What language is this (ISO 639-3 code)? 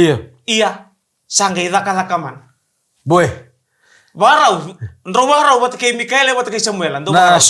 fij